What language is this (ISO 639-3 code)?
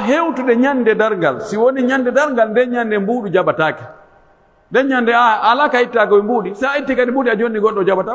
fuf